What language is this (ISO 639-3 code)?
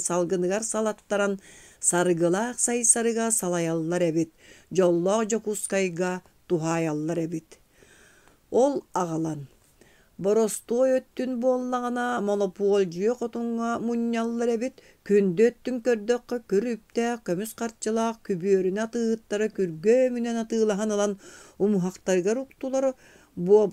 sah